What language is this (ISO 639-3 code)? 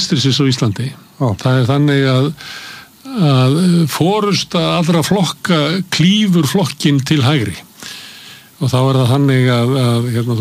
isl